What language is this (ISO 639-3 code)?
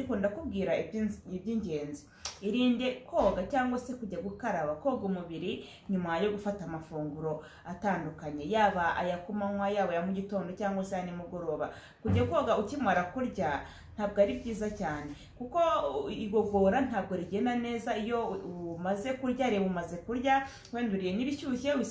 kin